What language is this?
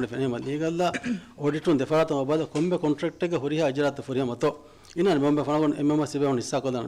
Divehi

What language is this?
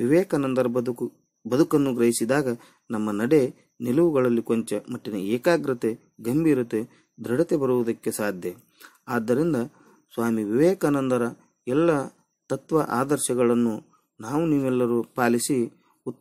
Kannada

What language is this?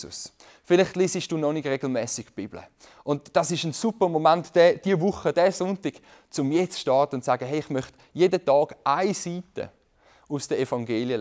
Swiss German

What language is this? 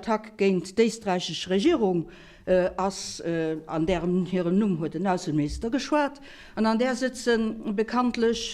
Luxembourgish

